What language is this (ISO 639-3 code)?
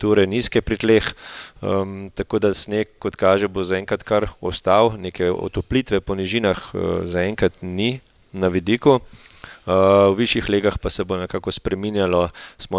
slv